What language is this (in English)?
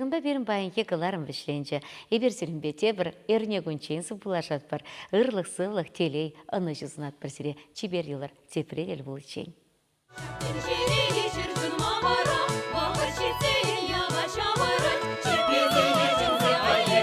Chuvash